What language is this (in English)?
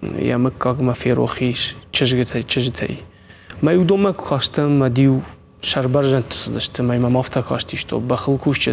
Ossetic